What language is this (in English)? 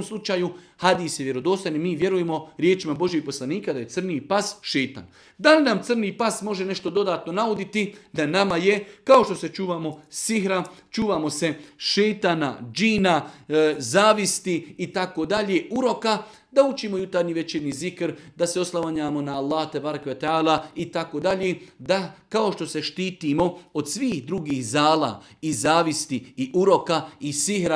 Bosnian